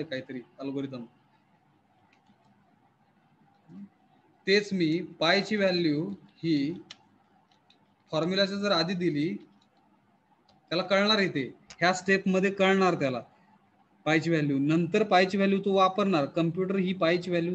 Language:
Marathi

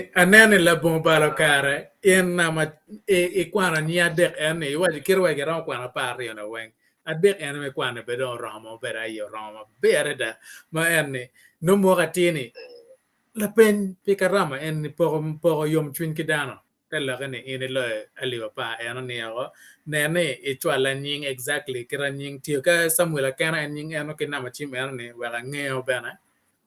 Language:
Acoli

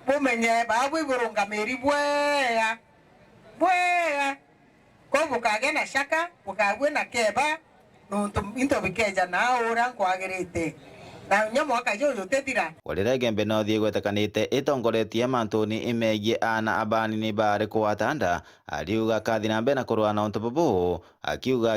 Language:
Meru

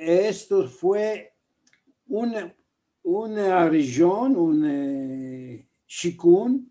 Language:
Ladino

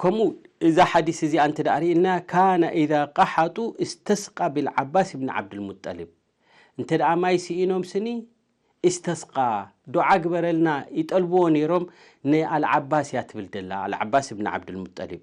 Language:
Tigrinya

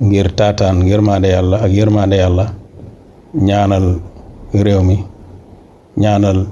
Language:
Wolof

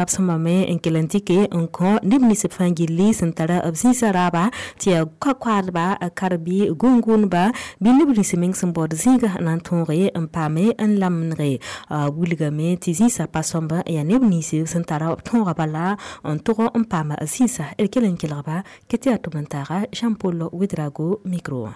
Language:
Mossi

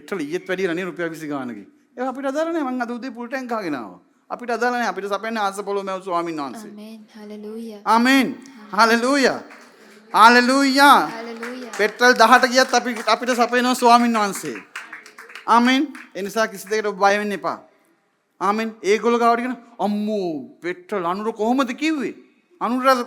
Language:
Sinhala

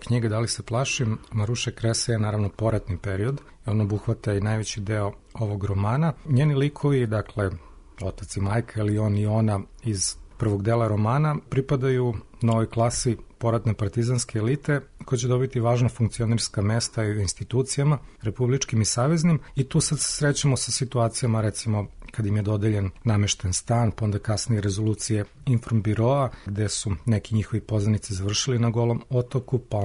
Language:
Serbian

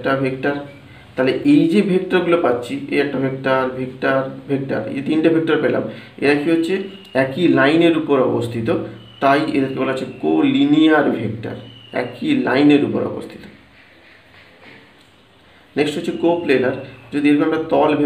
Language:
Bangla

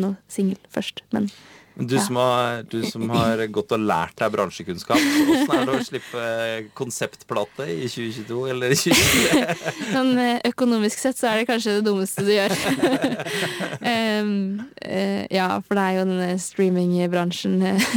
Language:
Norwegian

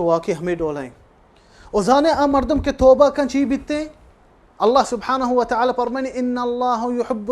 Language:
Baluchi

